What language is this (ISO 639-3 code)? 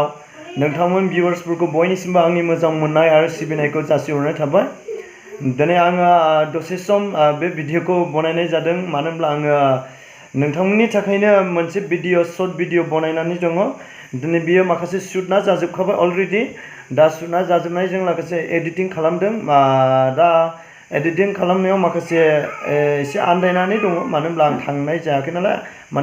brx